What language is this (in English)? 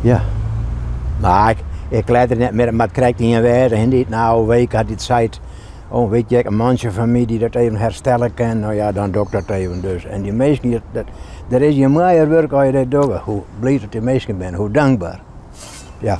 Western Frisian